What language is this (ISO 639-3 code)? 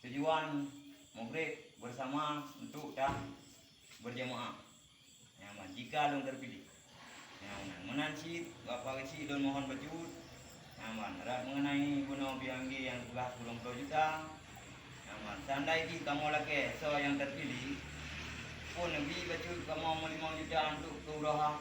ace